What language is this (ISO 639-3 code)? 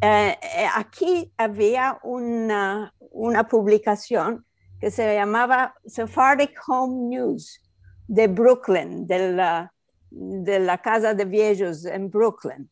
lad